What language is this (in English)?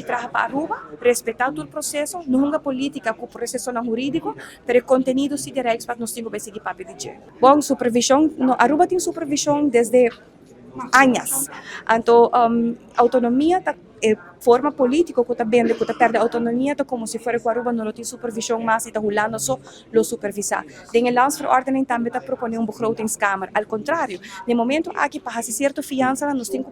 Papiamento